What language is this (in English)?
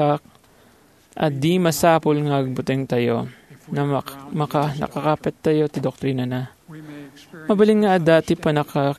Iloko